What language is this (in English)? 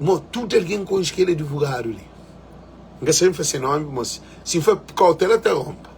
Kabuverdianu